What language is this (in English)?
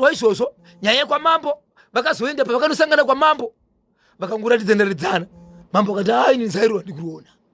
Shona